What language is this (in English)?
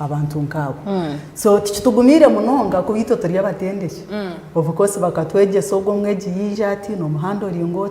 Nyankole